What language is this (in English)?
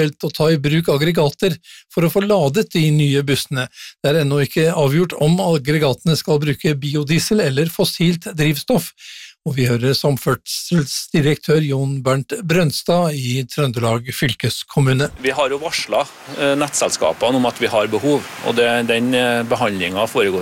Norwegian